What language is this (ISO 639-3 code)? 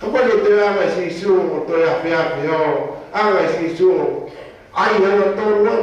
ton